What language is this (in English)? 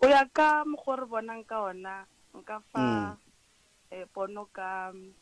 Northern Sotho